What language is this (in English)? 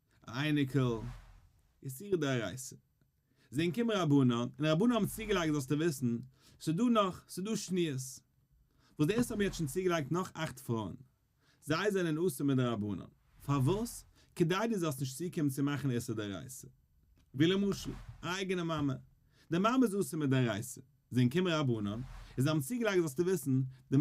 Yiddish